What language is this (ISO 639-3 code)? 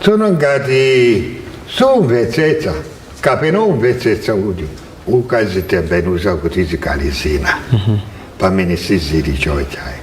nya